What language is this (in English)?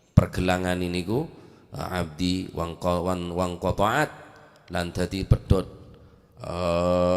Madurese